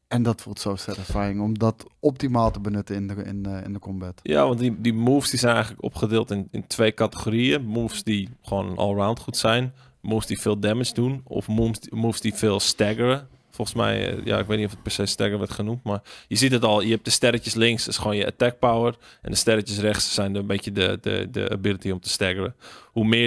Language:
Dutch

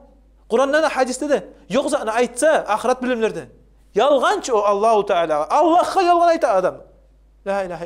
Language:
Kumyk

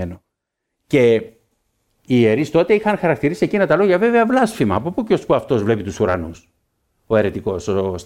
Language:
Greek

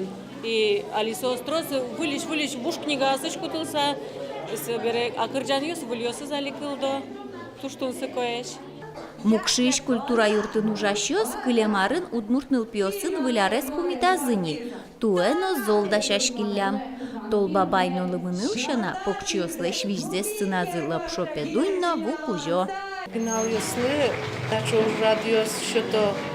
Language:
Udmurt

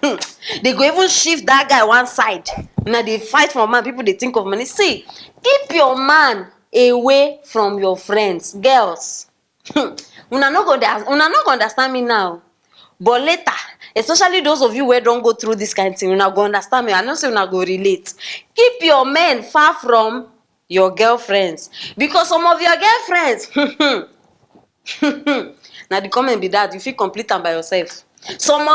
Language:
Nigerian Pidgin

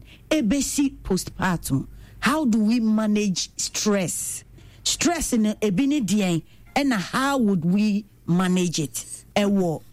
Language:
Akan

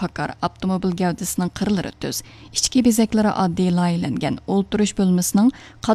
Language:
Uyghur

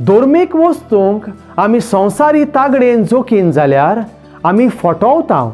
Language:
Konkani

